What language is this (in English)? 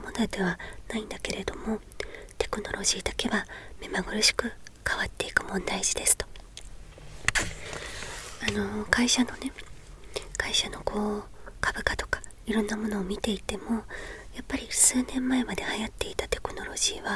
Japanese